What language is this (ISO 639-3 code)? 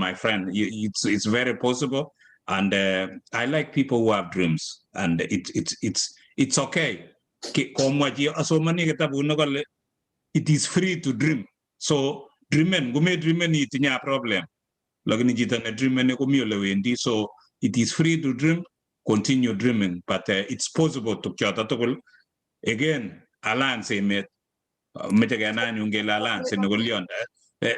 kln